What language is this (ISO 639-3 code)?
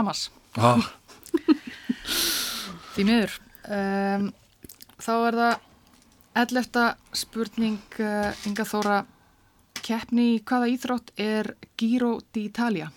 isl